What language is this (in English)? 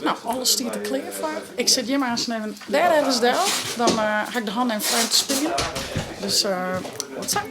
Western Frisian